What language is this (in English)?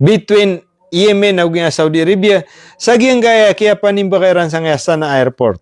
Maranao